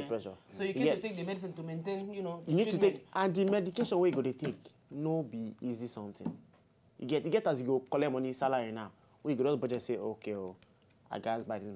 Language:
Nigerian Pidgin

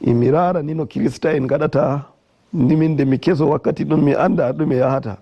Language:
Nigerian Fulfulde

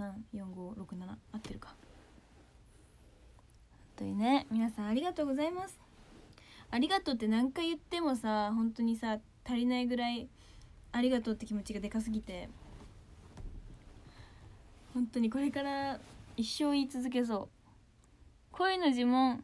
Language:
Japanese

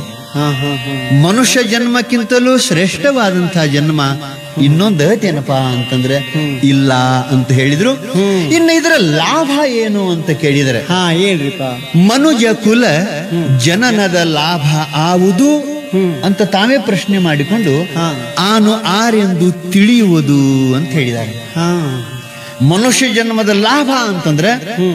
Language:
Kannada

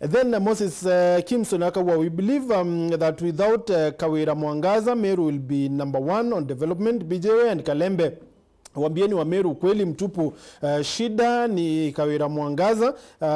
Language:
Meru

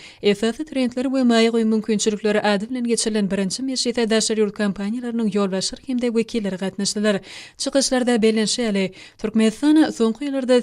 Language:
Turkmen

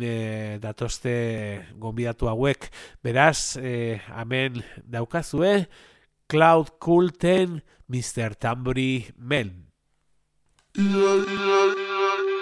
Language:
Basque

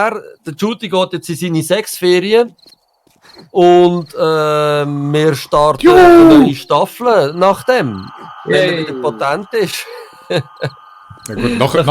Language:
Swiss German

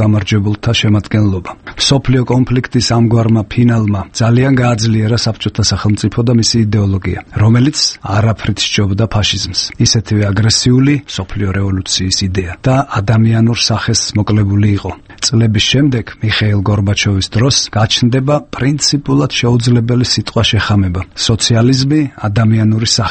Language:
Georgian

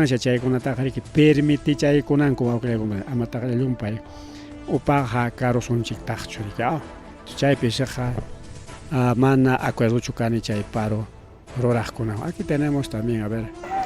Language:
Ayacucho Quechua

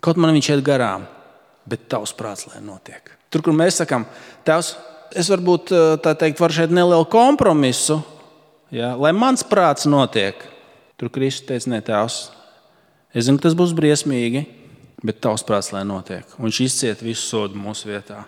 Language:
Latvian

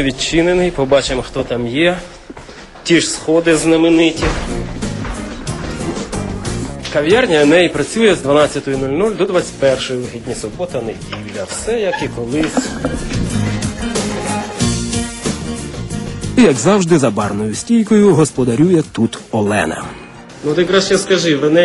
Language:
Ukrainian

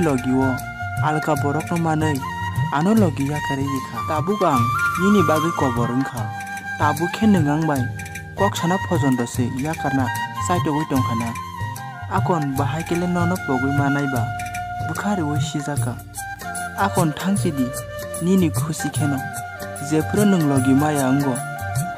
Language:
Kok Borok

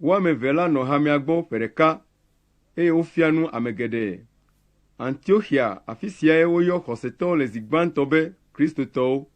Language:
Ewe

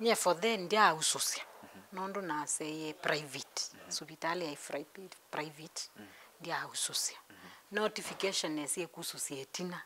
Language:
Kamba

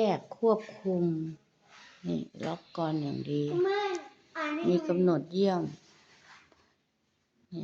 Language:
Lao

